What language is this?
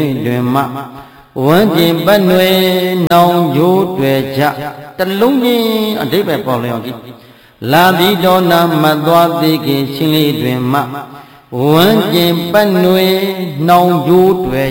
Burmese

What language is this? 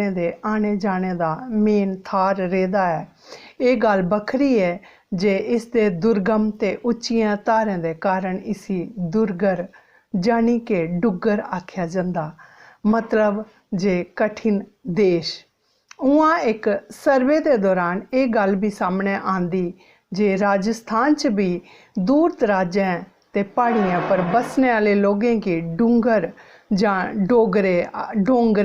Dogri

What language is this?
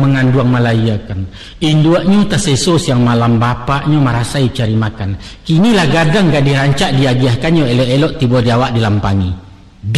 Minangkabau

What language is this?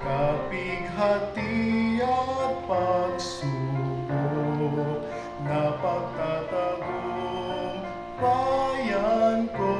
Hiligaynon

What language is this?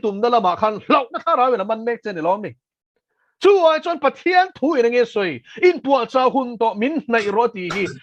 Mizo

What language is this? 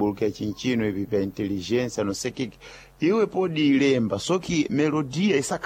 Sena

